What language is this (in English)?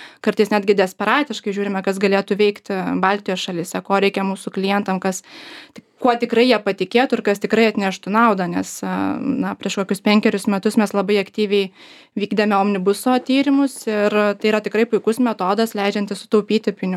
Lithuanian